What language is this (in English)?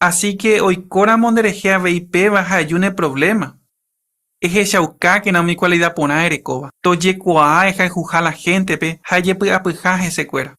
Guarani